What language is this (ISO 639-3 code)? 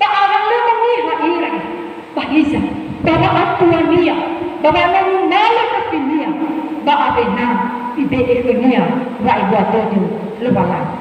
nia